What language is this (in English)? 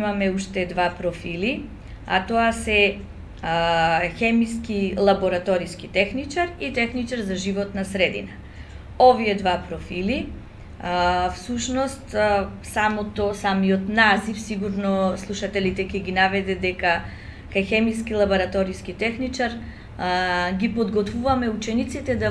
Macedonian